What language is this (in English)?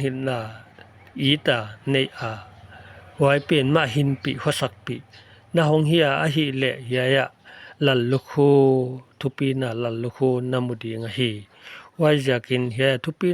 Paite Chin